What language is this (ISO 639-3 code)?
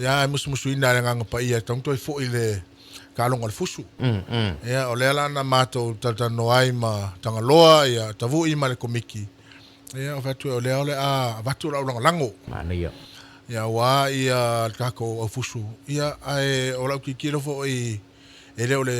smo